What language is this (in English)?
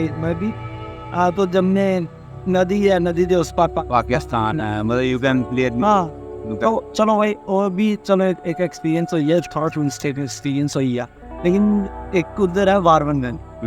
Dogri